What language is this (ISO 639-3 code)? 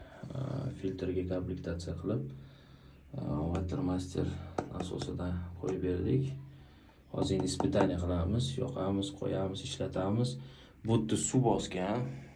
uzb